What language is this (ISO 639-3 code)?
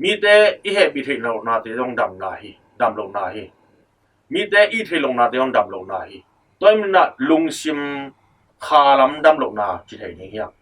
ctd